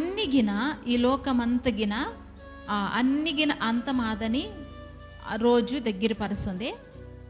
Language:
Koya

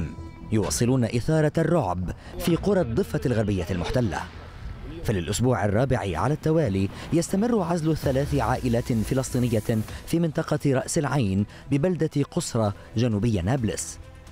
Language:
Arabic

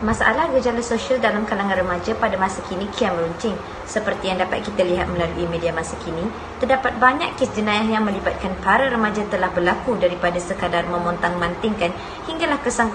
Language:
Malay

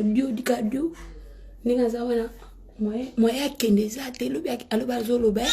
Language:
Lingala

